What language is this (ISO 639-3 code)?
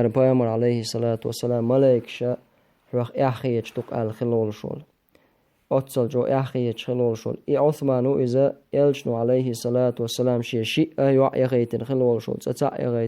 che